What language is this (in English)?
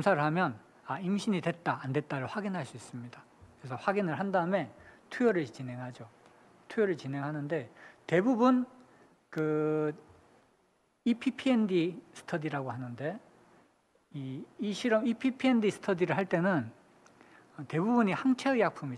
Korean